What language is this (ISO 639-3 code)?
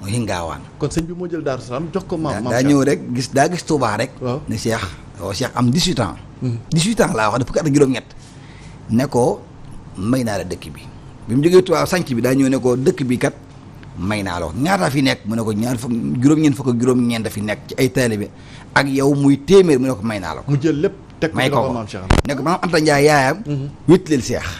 wol